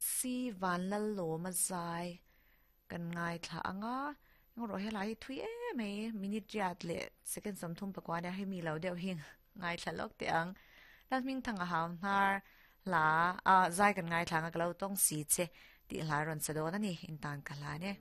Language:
Mizo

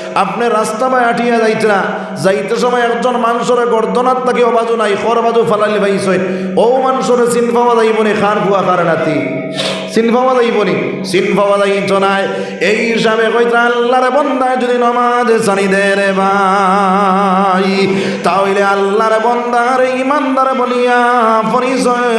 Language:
Sylheti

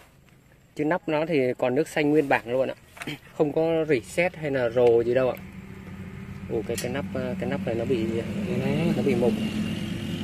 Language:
Vietnamese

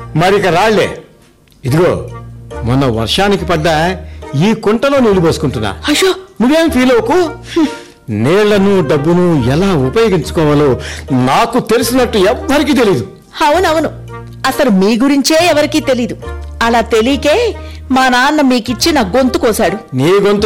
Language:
Telugu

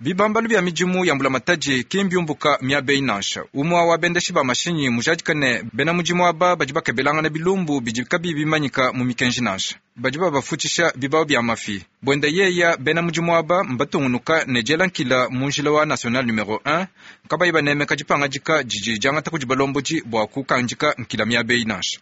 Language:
Luba-Lulua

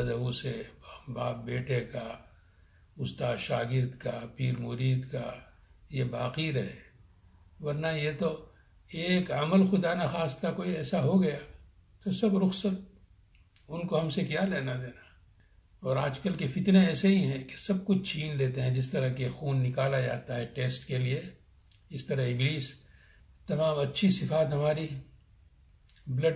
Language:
Urdu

